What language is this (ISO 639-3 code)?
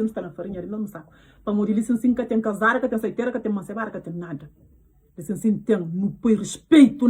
kea